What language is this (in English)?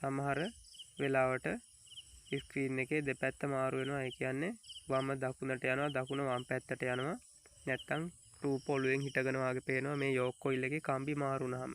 Sinhala